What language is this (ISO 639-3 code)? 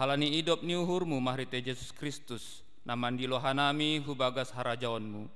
bts